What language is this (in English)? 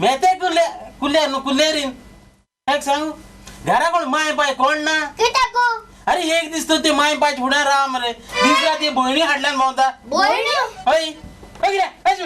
Konkani